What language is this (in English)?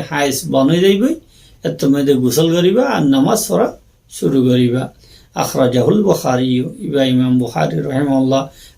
Rohingya